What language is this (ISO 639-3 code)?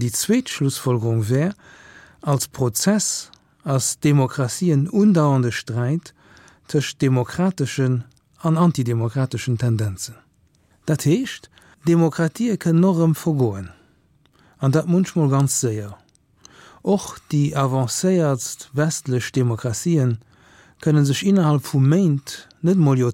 ltz